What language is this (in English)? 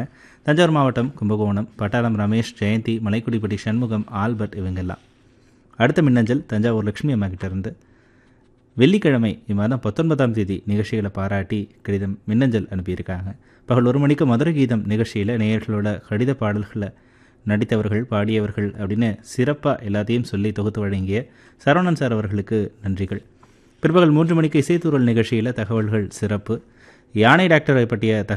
Tamil